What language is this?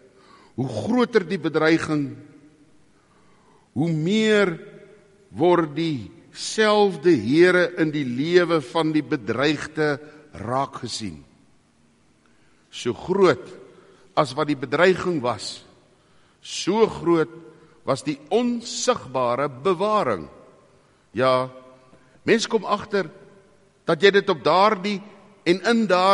Afrikaans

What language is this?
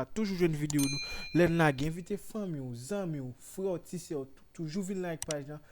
Haitian Creole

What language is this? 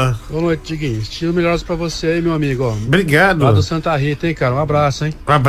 Portuguese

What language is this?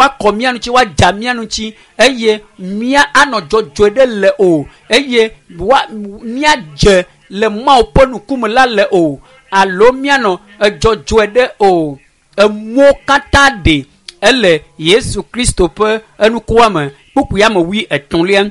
Ewe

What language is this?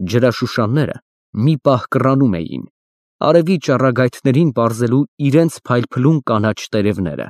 Armenian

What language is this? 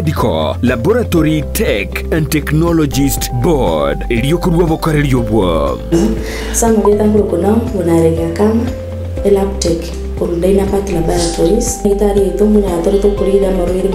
Gusii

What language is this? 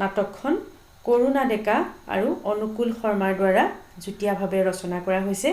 Assamese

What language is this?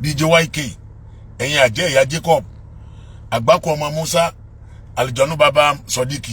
Yoruba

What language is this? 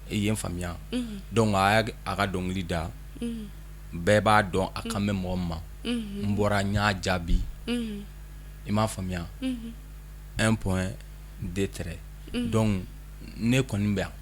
Bambara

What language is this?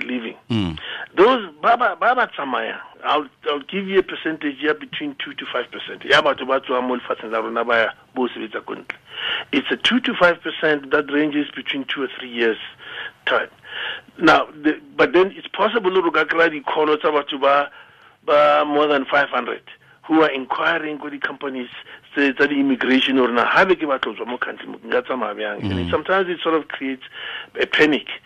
Tswana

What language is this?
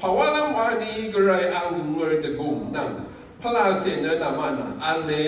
Rawang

